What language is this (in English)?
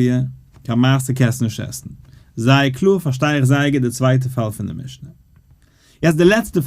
Yiddish